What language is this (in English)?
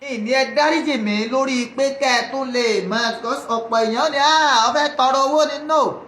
Yoruba